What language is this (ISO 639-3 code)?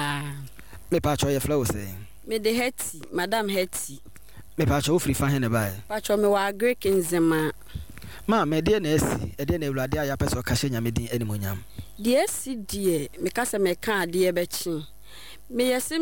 aka